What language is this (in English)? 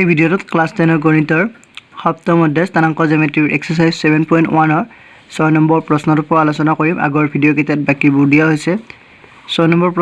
Assamese